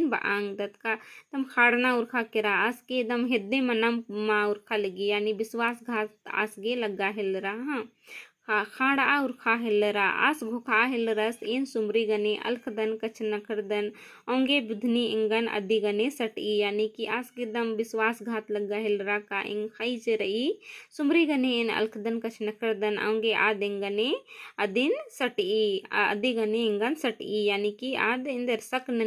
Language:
Kurukh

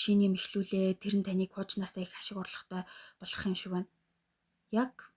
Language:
Mongolian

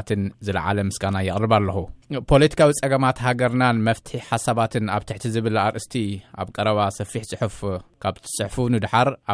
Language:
Tigrinya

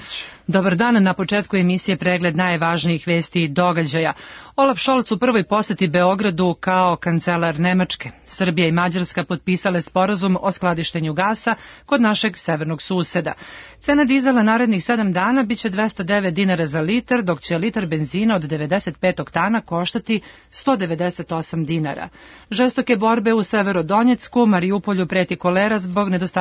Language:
Serbian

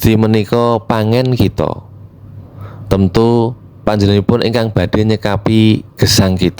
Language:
Javanese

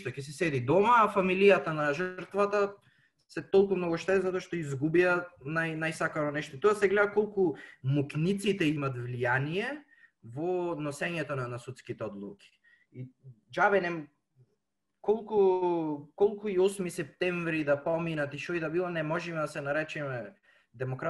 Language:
Macedonian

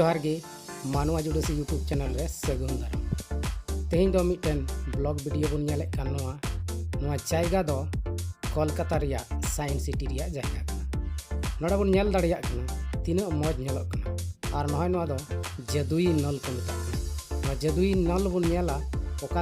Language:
Santali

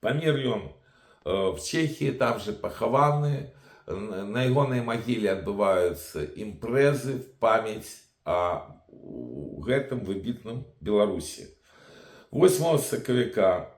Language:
Belarusian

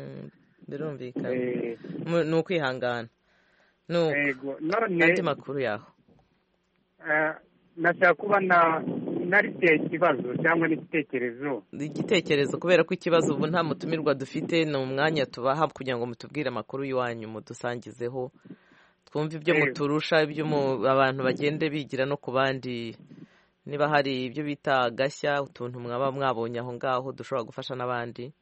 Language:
Kinyarwanda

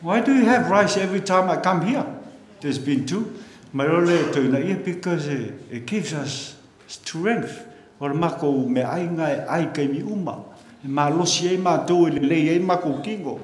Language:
Samoan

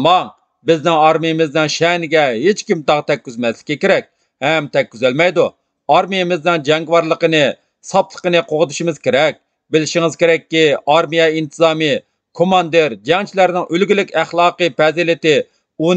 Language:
Uyghur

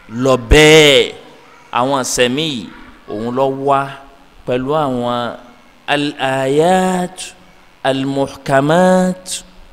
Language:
Yoruba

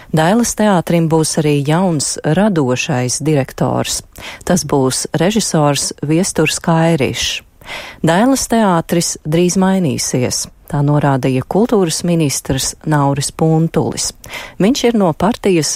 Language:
Latvian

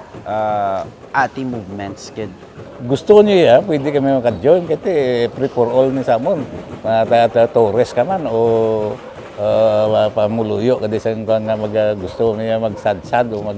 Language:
Hiligaynon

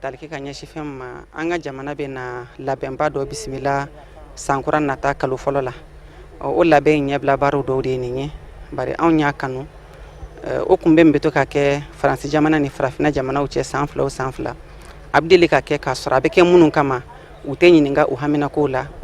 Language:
Bambara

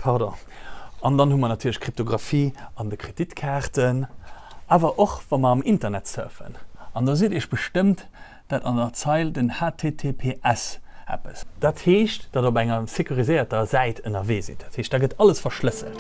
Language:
Luxembourgish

